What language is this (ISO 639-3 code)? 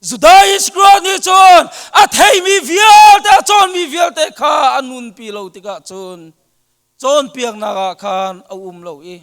cnh